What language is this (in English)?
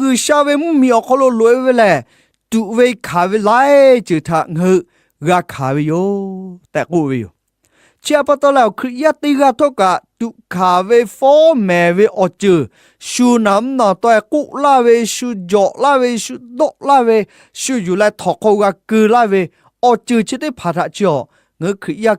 Lahu